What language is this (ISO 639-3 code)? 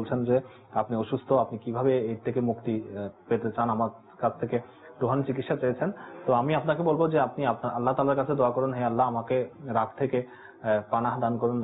ben